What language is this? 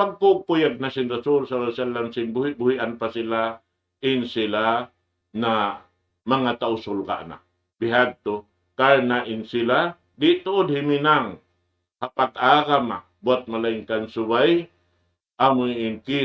Tausug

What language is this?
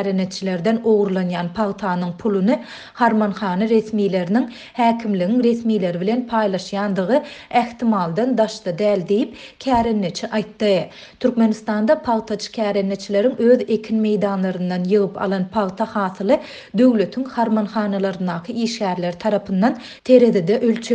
Turkmen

